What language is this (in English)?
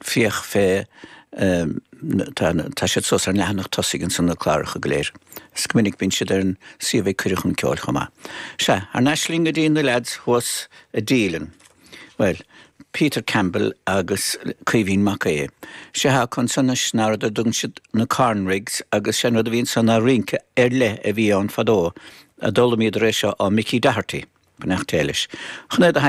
Irish